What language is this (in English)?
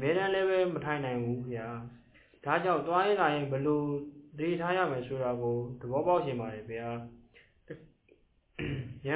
Burmese